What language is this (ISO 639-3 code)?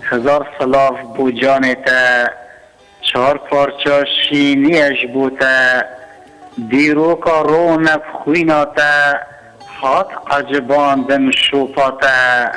kur